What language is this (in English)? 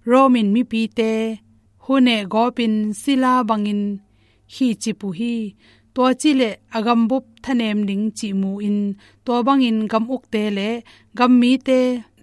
Tedim Chin